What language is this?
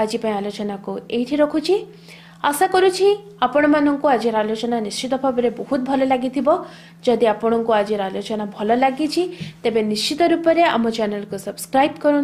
Odia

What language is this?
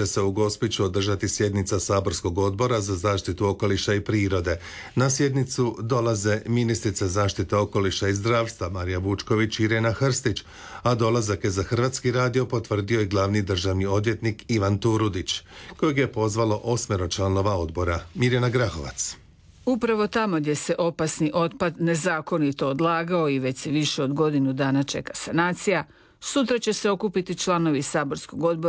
Croatian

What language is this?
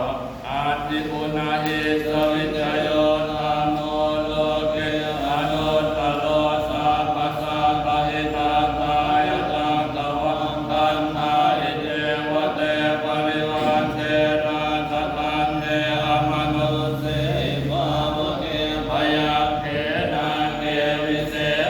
Pali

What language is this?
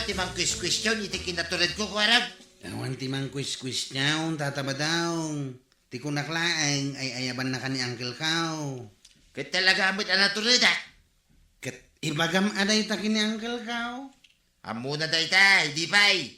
Iloko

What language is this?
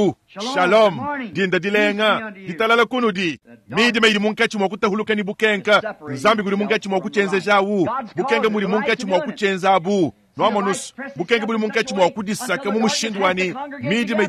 Luba-Lulua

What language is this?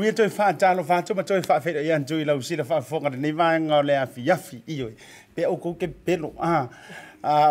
Samoan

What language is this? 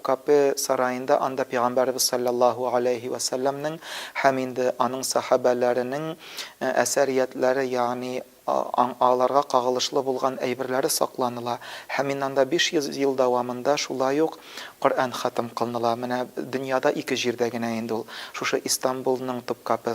Tatar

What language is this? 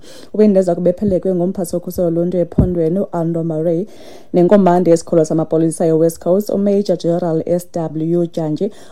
Xhosa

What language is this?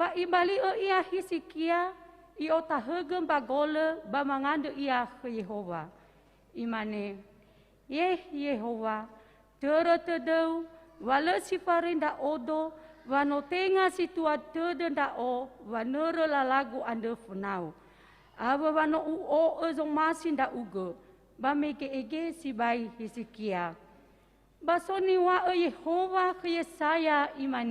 Nias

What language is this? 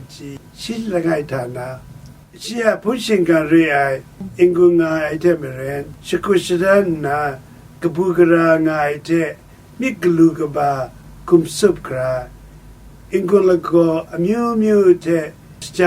Kachin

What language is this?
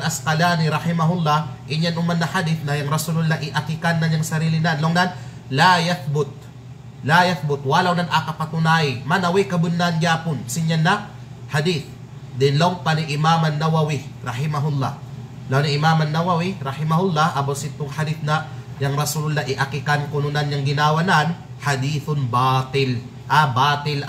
Kalagan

